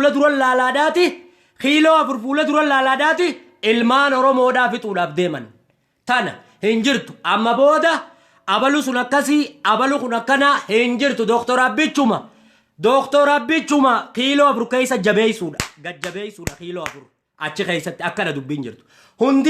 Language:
Oromo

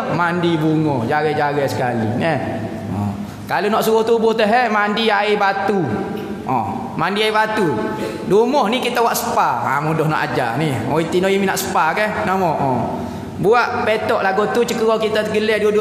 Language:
Malay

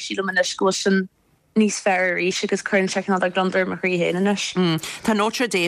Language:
Irish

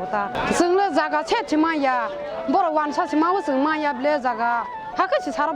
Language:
Kok Borok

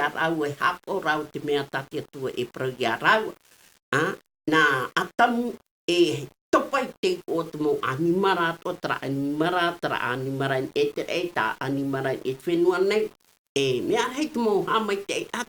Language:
Tahitian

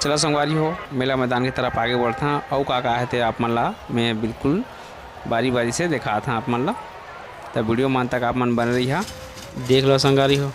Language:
Chhattisgarhi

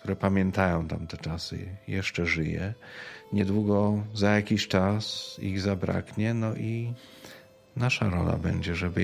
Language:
Polish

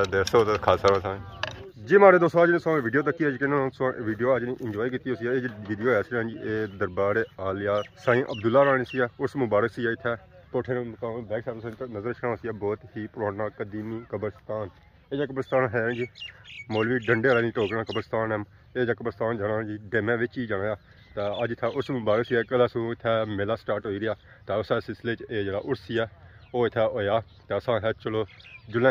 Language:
Pahari-Potwari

